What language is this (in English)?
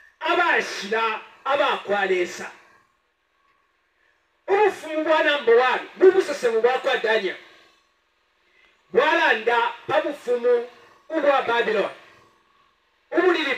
Bemba